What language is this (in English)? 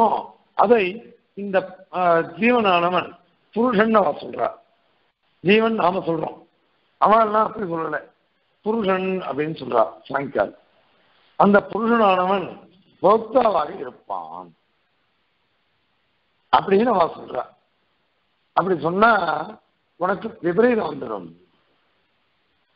Tamil